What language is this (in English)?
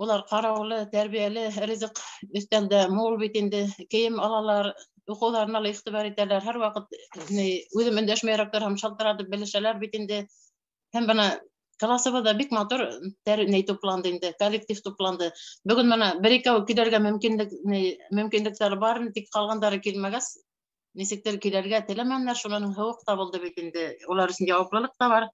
Bashkir